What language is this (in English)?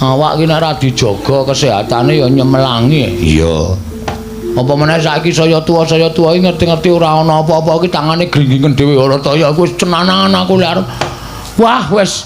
Javanese